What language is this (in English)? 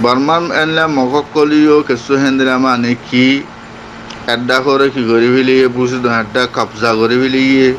Rohingya